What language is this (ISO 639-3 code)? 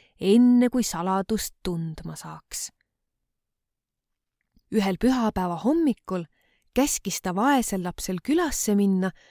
est